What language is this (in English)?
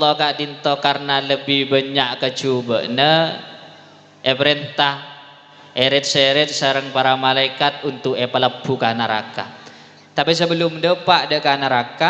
Madurese